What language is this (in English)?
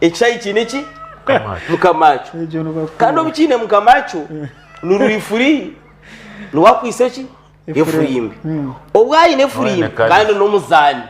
Nyankole